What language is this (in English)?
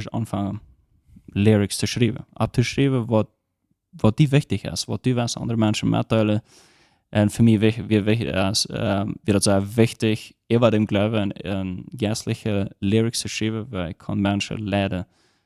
Plautdietsch